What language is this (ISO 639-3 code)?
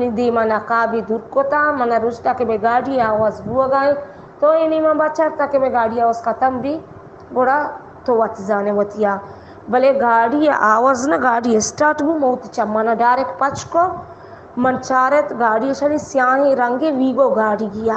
bal